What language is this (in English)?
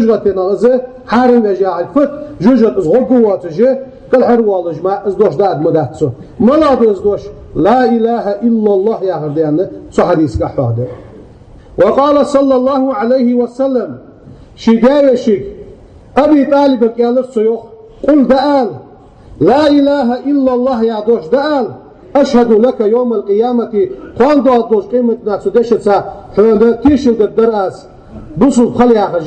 Ingush